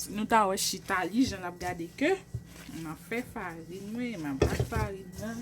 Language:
Haitian Creole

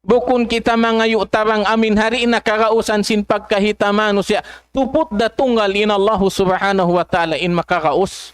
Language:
Tausug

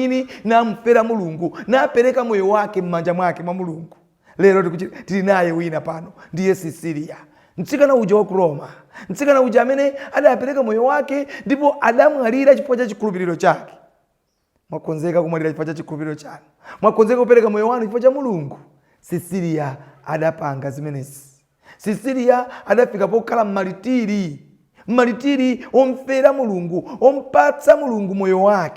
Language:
Nyanja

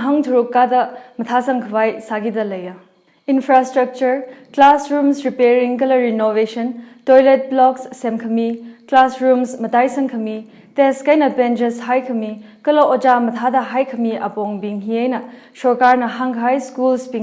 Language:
Tangkhul Naga (India)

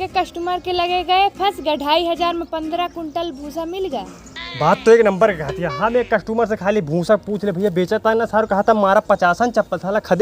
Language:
Awadhi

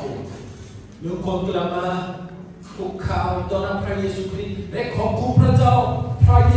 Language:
Lahu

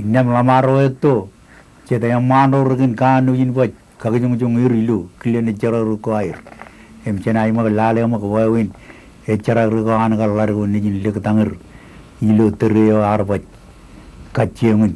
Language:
Marshallese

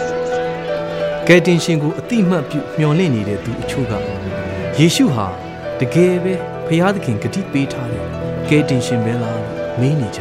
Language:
Burmese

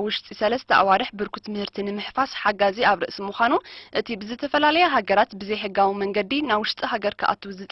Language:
Tigrinya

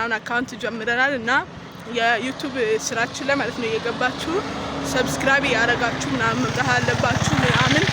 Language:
Amharic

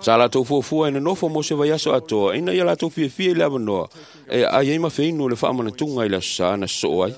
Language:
Samoan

